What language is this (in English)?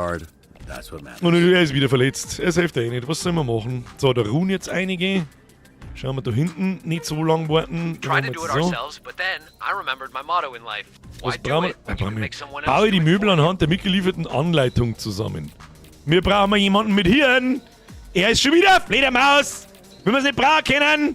Bavarian